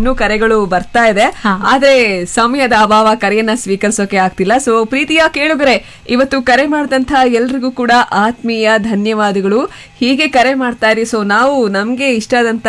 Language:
Kannada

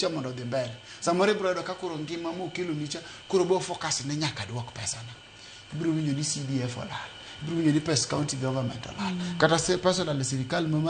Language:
Luo (Kenya and Tanzania)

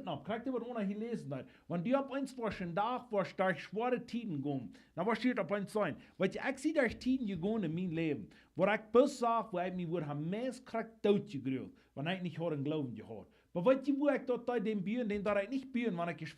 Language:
Plautdietsch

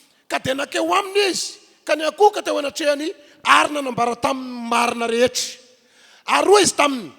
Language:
Malagasy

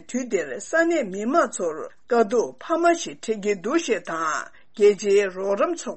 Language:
Tibetan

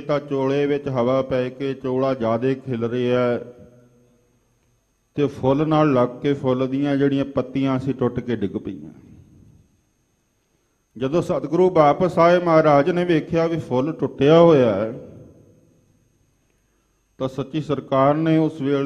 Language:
Punjabi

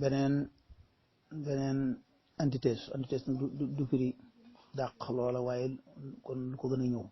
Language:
Wolof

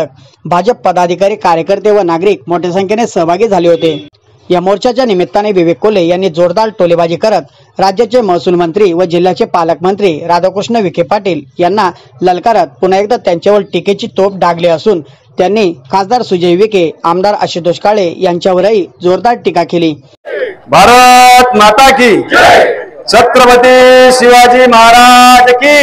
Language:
Marathi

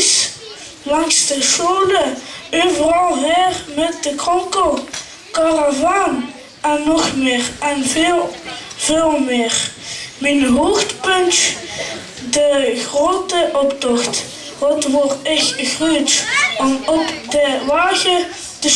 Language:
Limburgish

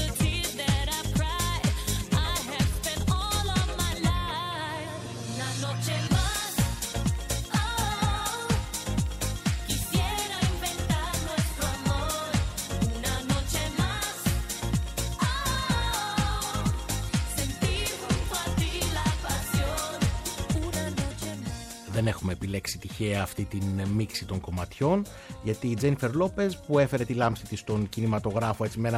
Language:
Greek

